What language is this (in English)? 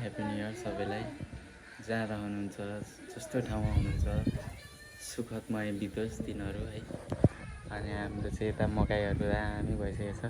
Nepali